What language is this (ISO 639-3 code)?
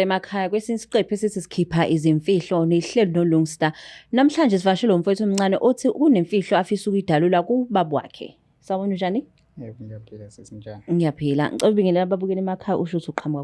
zul